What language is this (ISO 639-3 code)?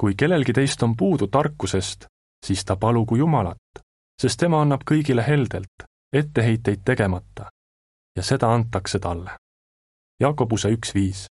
est